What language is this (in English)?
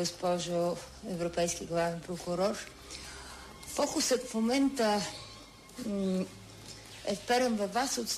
Bulgarian